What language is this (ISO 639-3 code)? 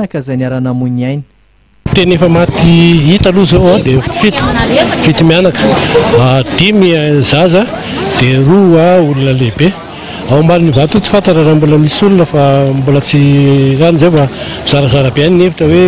mlg